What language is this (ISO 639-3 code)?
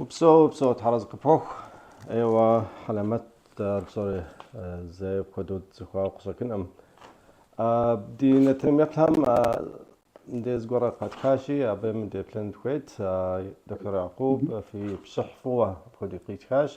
kbd